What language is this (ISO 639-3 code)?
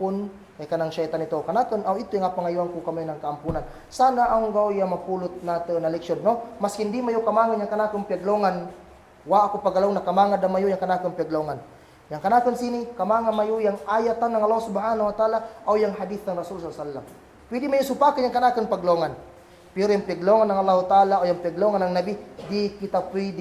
kll